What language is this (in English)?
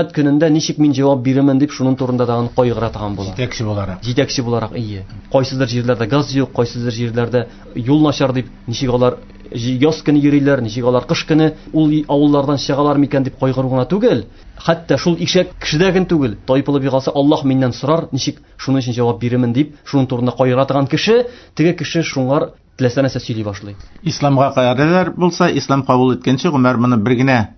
Tatar